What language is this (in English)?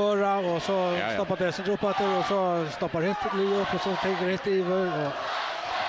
Faroese